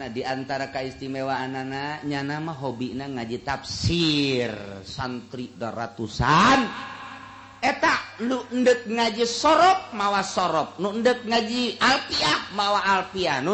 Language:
Sundanese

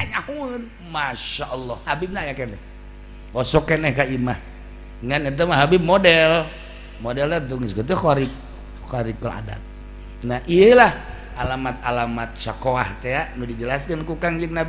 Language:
Sundanese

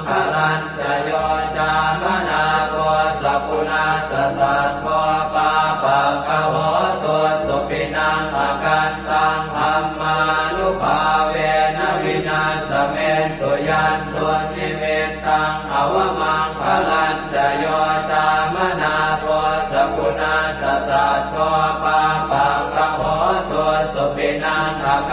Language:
Pali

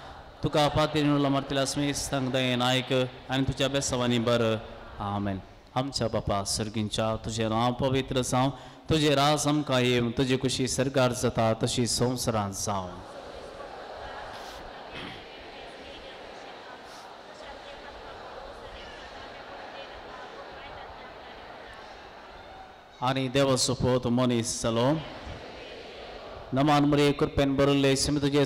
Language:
Konkani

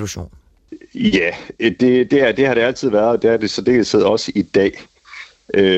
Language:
Danish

